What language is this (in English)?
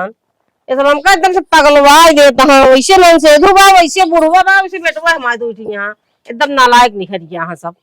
Awadhi